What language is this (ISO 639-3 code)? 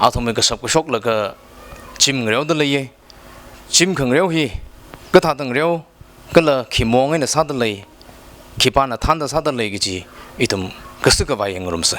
nmf